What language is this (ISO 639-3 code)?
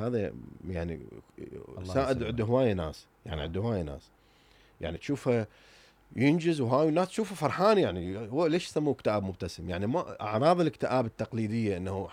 acm